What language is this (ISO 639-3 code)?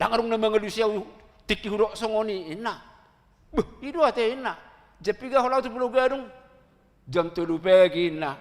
bbc